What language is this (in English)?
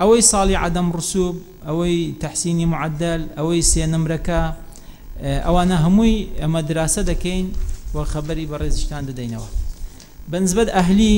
Central Kurdish